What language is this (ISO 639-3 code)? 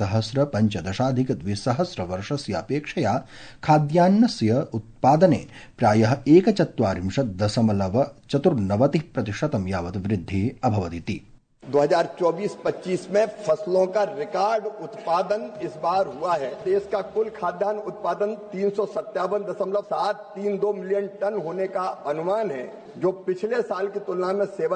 san